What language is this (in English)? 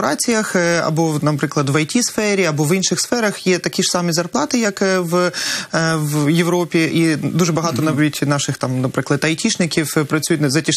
Ukrainian